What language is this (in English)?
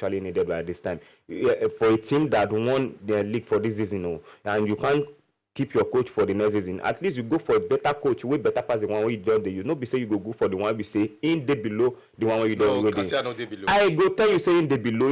Nigerian Pidgin